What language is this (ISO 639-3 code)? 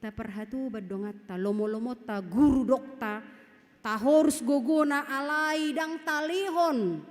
bbc